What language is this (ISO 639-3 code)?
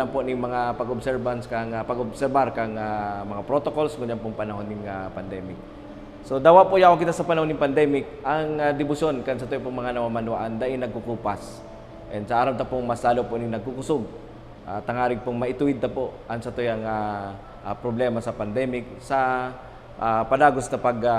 bik